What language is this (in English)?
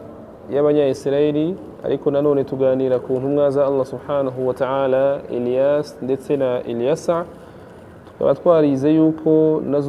Kinyarwanda